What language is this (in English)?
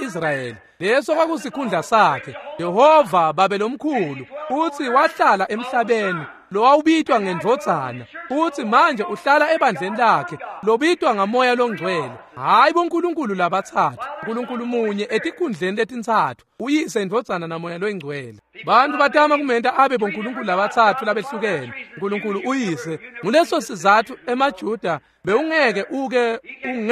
Swati